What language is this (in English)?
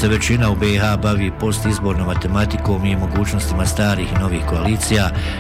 Bosnian